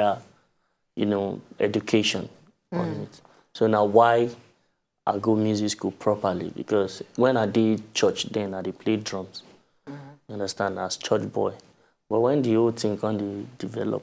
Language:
Nigerian Pidgin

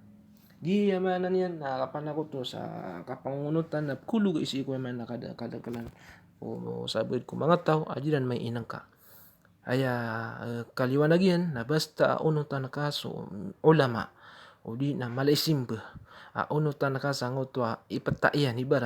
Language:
Maranao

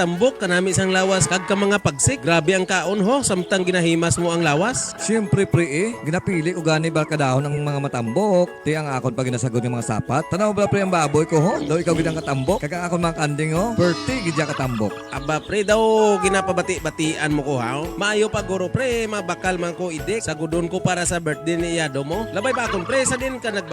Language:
Hiligaynon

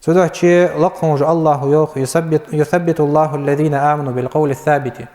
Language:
Ingush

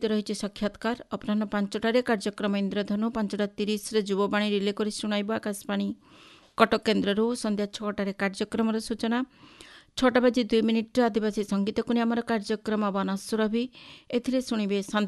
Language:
Odia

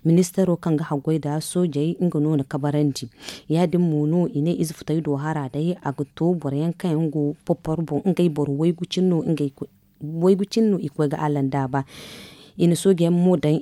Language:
Zarma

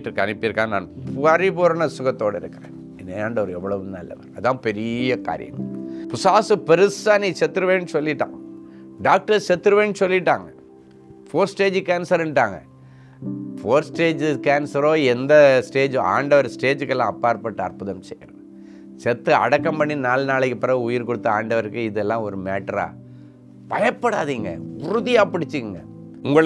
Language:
Tamil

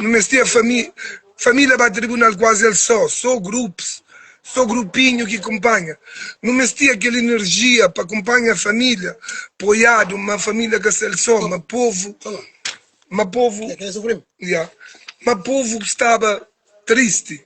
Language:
Kabuverdianu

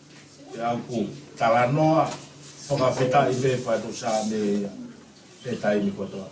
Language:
Tongan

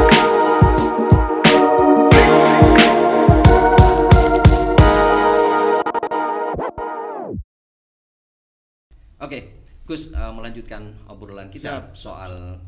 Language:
Indonesian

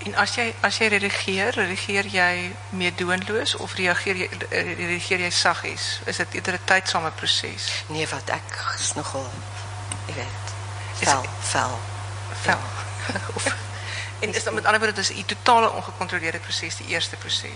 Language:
Afrikaans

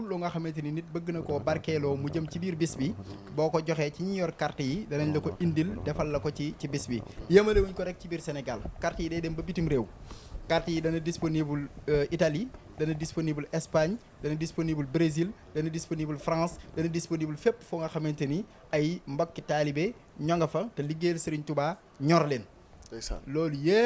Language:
Wolof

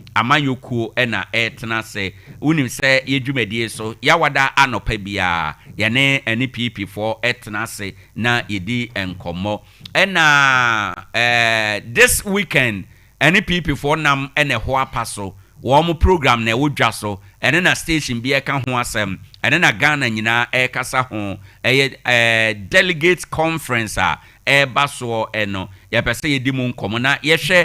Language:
Akan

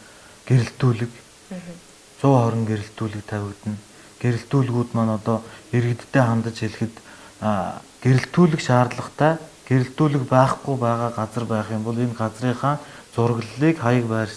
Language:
Mongolian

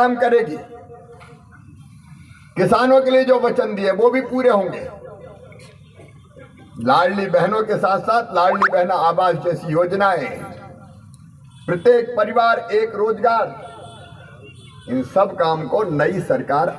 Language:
Hindi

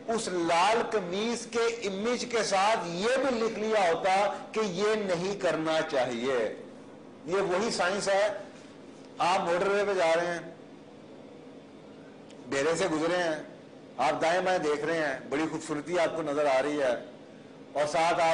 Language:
Urdu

